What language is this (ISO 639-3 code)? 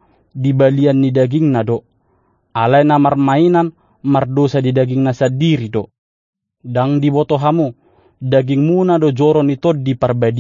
bbc